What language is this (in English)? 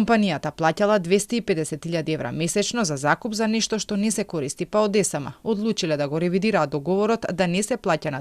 Macedonian